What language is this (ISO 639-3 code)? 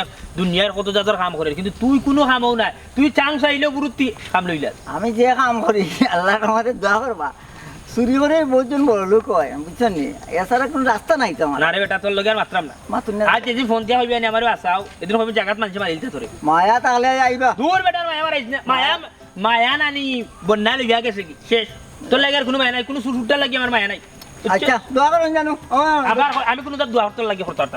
syl